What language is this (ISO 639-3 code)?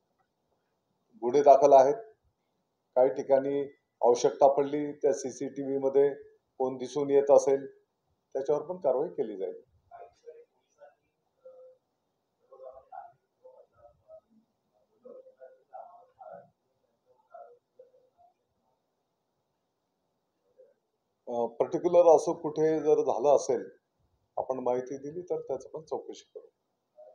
mar